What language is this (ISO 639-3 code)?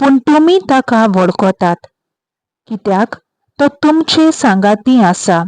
kok